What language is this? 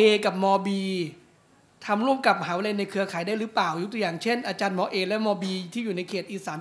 Thai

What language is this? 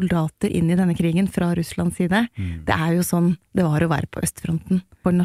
Norwegian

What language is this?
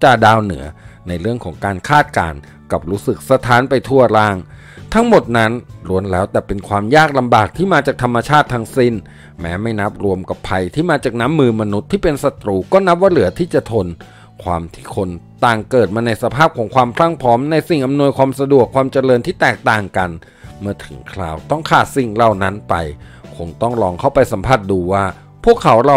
Thai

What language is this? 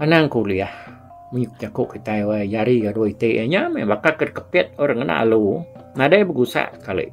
Iban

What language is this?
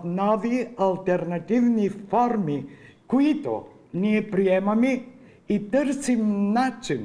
Bulgarian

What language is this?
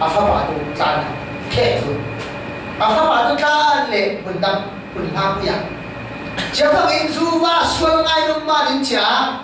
Falam Chin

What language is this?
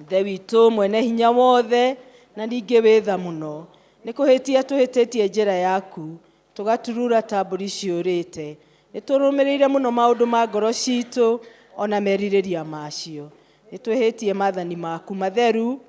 Kikuyu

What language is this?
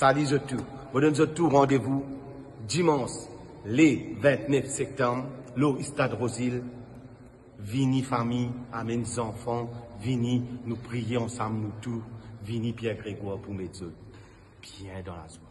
Morisyen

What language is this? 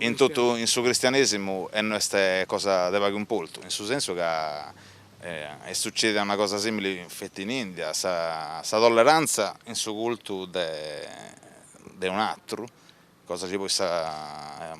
Sardinian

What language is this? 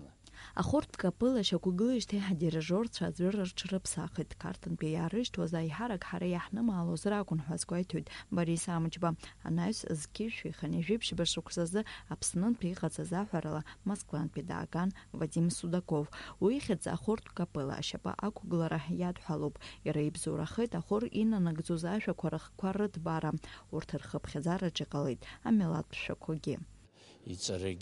Abkhazian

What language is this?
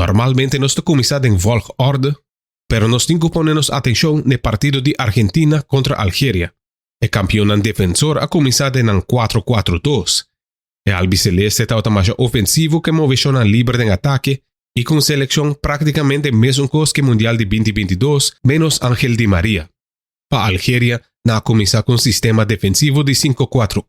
Papiamento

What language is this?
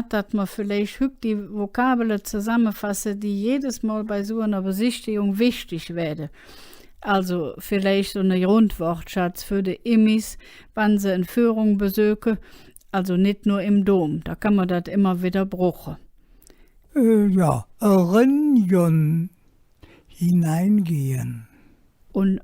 Colognian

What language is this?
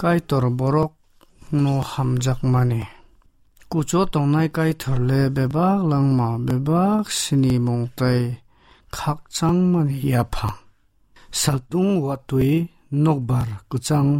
Kok Borok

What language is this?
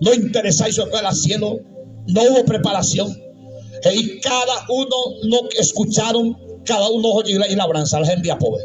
Guarani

